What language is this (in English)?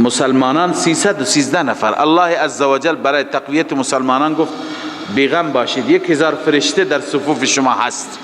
Persian